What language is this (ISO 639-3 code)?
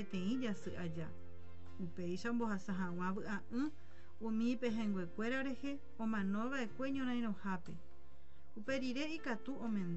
grn